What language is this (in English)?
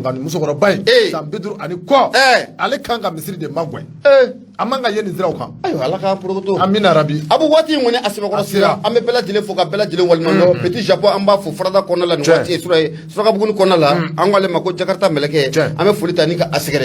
Bambara